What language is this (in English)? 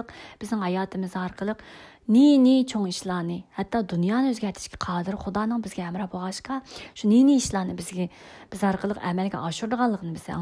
Uyghur